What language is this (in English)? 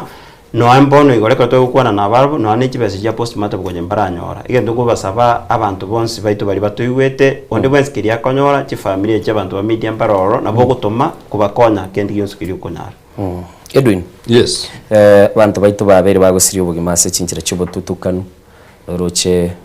Gusii